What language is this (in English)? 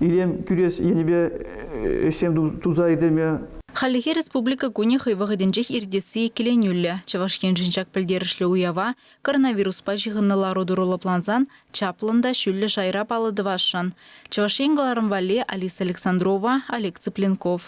Chuvash